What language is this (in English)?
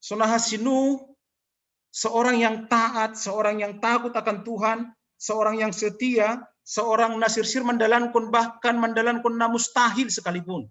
Batak Simalungun